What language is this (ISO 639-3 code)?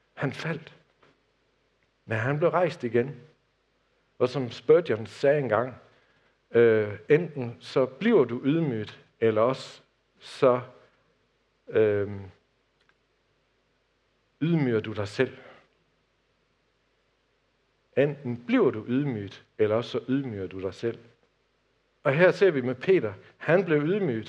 dan